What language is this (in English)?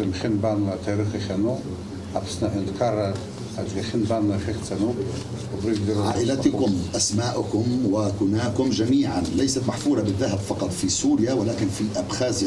Abkhazian